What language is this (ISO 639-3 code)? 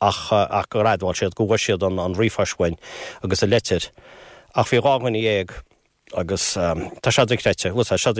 gle